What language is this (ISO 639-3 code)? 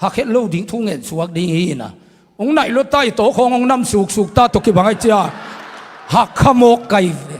ctd